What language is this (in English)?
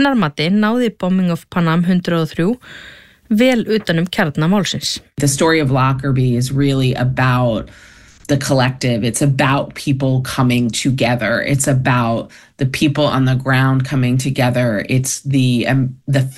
Icelandic